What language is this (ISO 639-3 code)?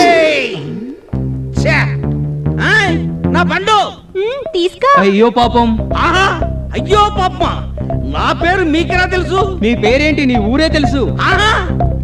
tel